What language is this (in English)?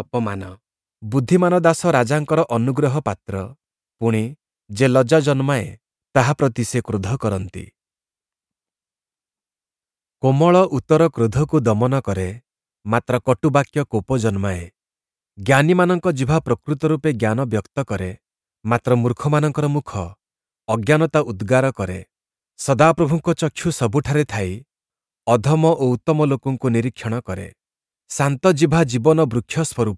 Odia